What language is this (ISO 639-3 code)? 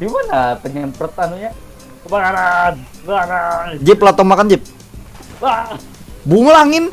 bjn